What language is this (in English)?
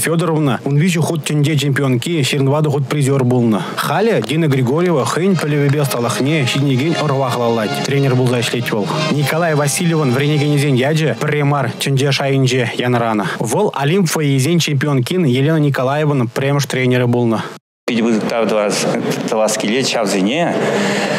Chuvash